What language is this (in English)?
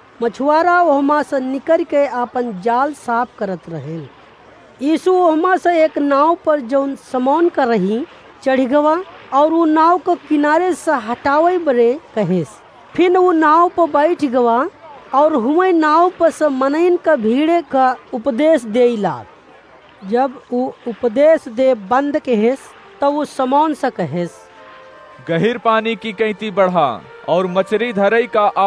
Awadhi